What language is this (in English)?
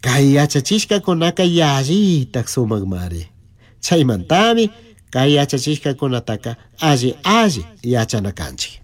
Chimborazo Highland Quichua